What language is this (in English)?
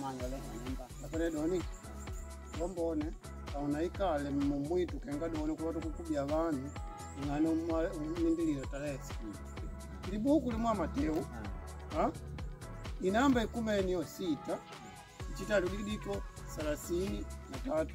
Makonde